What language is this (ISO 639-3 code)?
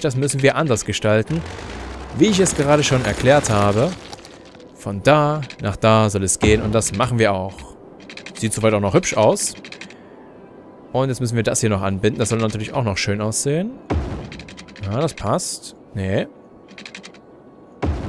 deu